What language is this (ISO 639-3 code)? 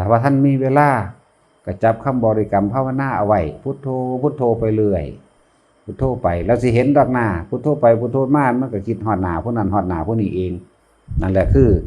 tts